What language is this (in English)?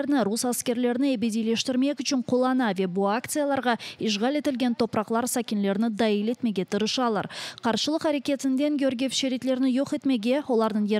Crimean Tatar